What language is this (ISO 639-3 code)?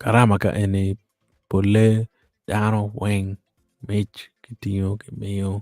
ach